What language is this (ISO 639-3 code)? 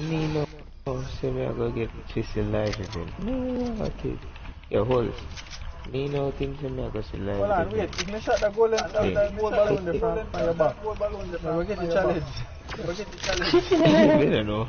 jam